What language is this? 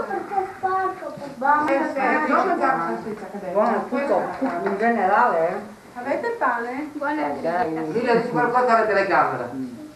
Italian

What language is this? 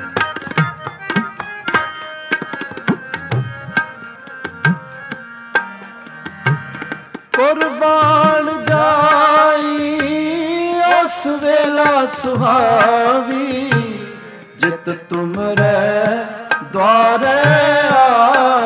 Punjabi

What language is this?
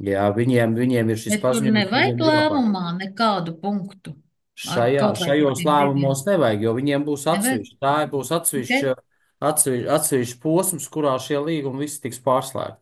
Latvian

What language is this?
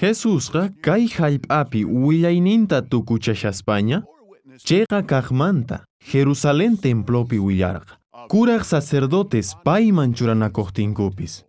South Bolivian Quechua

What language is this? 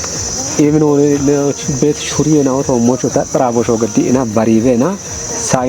Kafa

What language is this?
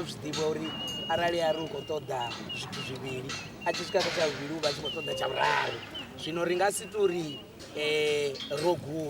Venda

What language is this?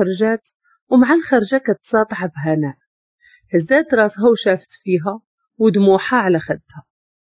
Moroccan Arabic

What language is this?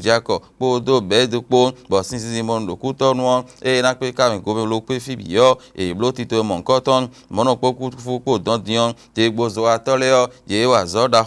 Fon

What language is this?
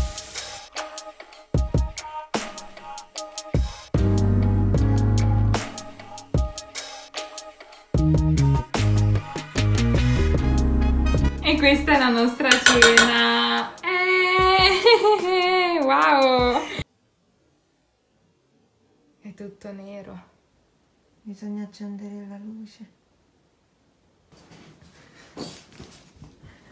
Italian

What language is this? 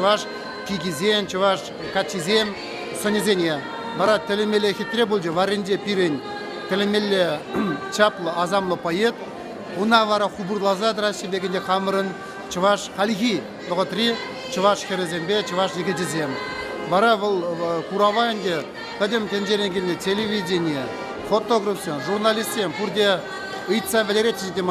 Chuvash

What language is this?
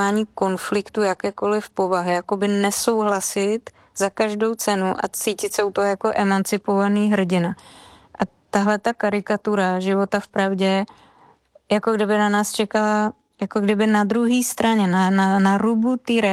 Czech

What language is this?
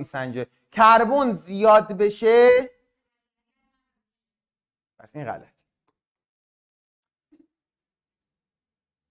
Persian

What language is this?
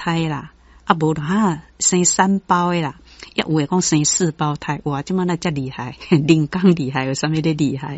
Min Nan Chinese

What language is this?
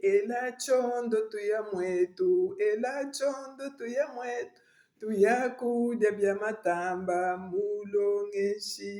Luba-Lulua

